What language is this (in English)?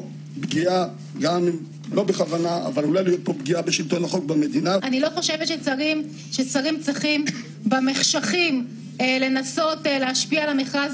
Hebrew